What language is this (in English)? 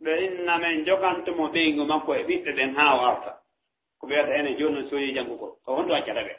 Fula